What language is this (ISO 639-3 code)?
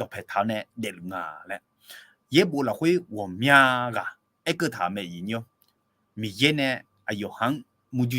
ahk